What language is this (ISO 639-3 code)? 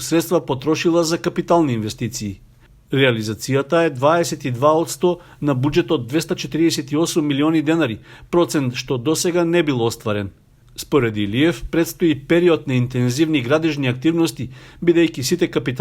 mkd